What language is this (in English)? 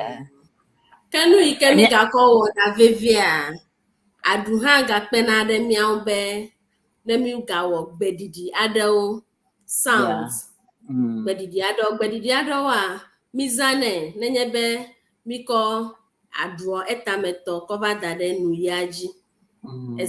Ewe